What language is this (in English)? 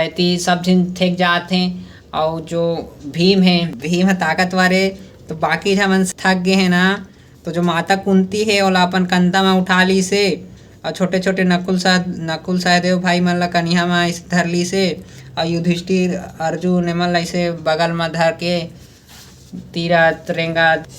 Chhattisgarhi